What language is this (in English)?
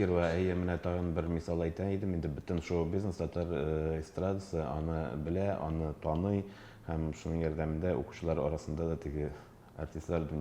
Tatar